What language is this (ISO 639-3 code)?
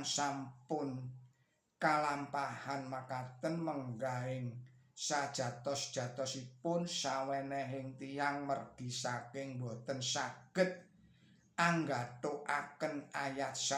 jav